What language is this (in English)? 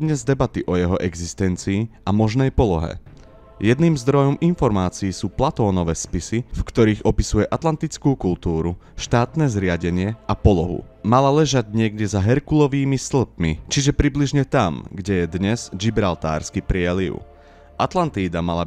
Slovak